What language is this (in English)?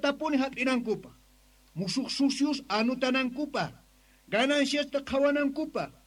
Quechua